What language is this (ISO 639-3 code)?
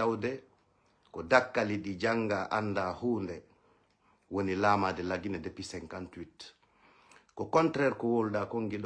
ful